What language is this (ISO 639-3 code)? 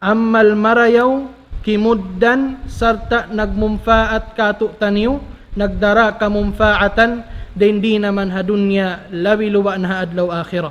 tsg